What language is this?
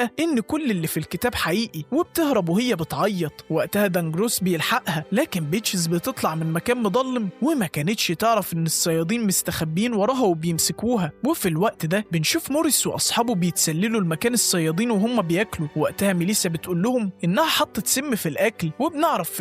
Egyptian Arabic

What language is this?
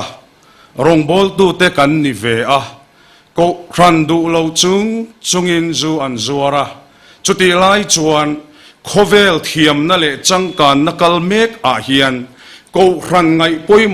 Mizo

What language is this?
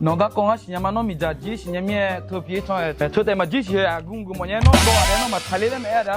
Akha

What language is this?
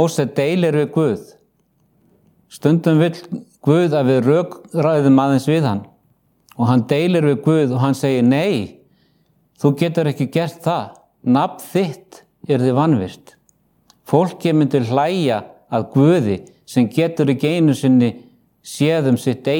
Icelandic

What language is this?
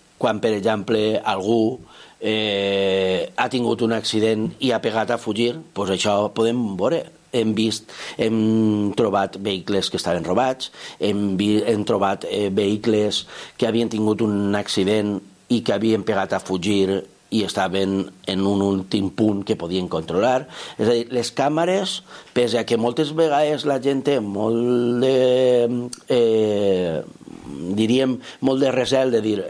Catalan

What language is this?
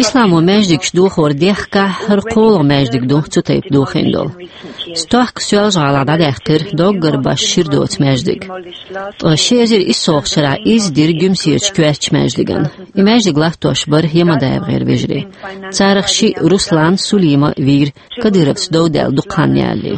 Chechen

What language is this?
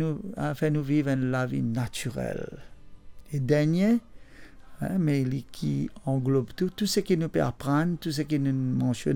Morisyen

